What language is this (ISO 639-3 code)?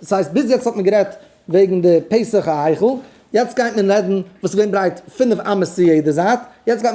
yid